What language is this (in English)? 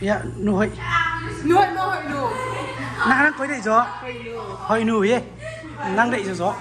Tedim Chin